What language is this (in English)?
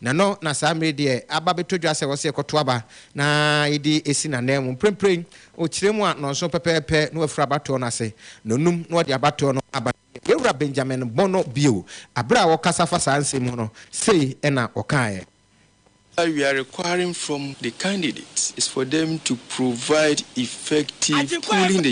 Akan